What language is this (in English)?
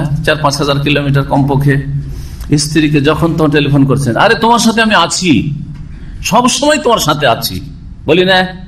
Bangla